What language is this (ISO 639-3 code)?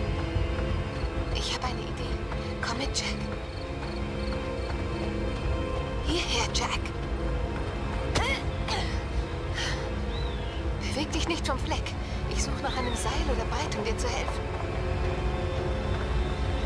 deu